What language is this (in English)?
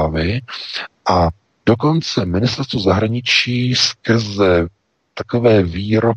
Czech